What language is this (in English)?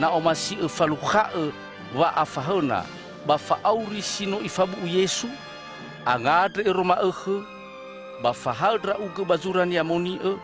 Nias